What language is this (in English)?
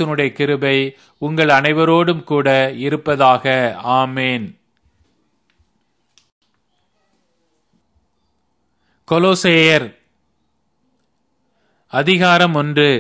Tamil